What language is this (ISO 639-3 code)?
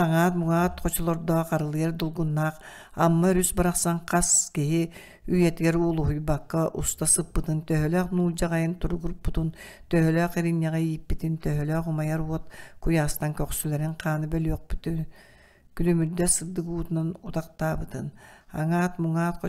sah